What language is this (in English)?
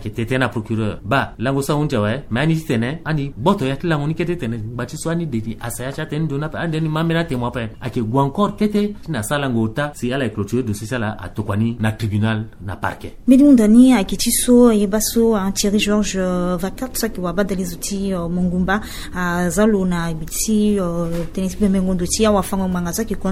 Sango